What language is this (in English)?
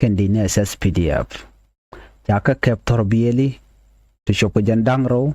Nuer